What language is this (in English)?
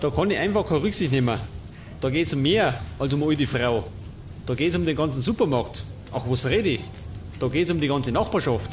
Bavarian